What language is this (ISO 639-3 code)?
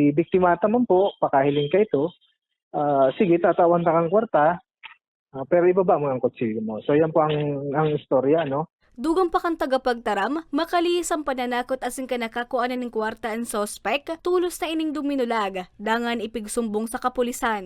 bik